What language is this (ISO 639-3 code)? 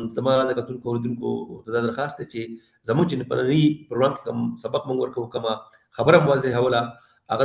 pus